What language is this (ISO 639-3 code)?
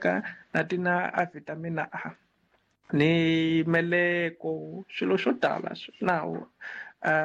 tso